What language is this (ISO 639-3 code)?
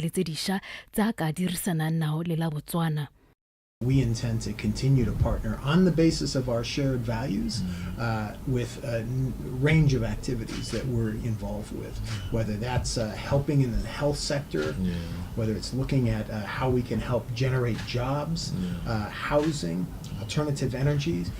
tsn